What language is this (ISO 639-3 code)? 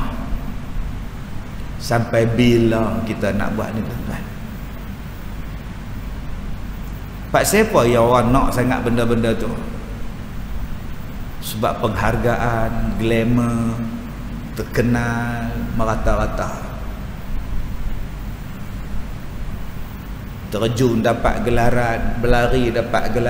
msa